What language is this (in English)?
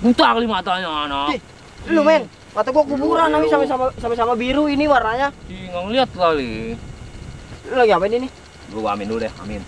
Betawi